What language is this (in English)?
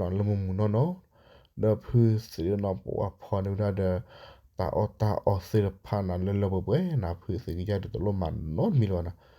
S'gaw Karen